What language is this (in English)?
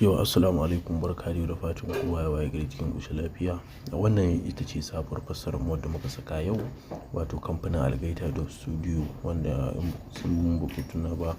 Hausa